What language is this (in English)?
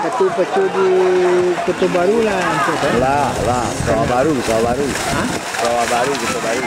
Minangkabau